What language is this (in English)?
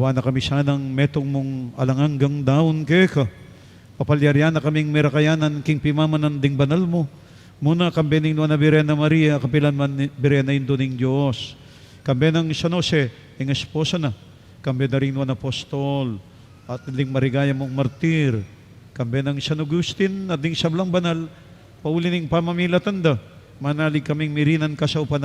Pampanga